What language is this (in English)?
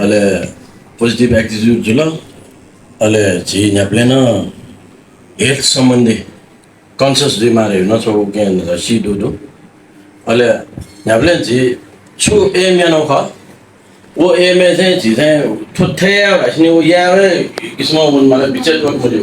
Newari